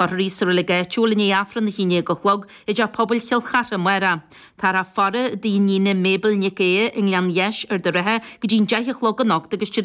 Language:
Irish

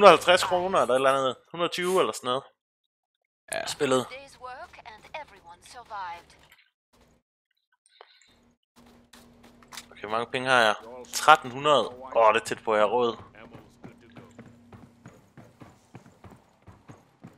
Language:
Danish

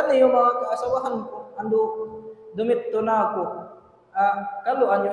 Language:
Tausug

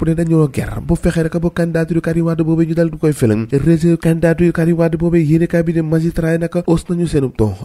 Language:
Wolof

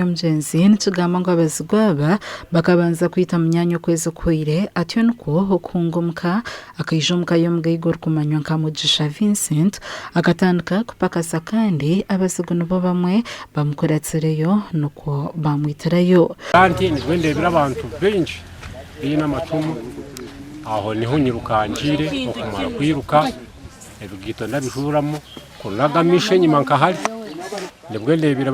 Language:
Nyankole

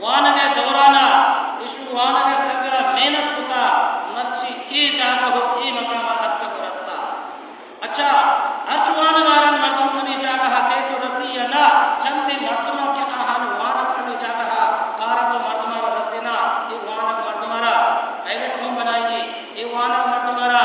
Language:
Baluchi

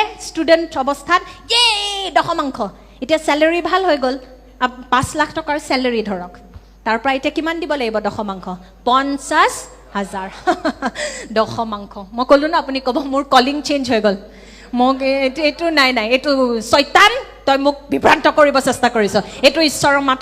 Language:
Assamese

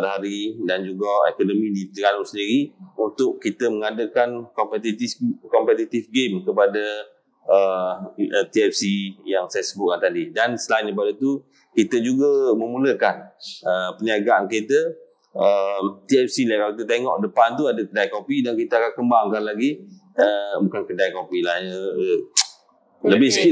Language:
Malay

